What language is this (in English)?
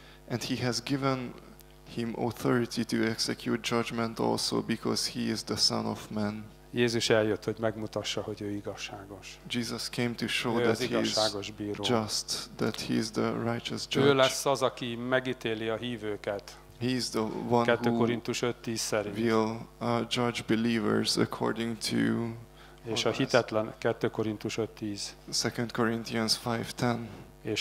Hungarian